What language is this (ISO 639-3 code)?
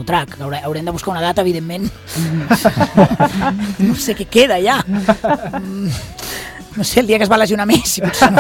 cat